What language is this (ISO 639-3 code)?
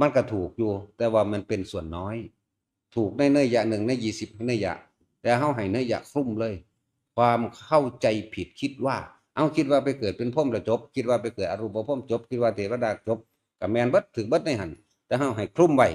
tts